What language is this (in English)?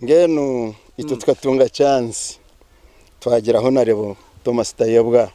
Nyankole